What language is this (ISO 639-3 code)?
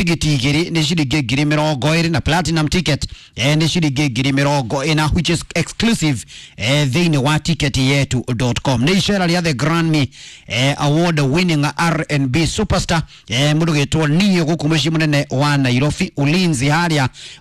kik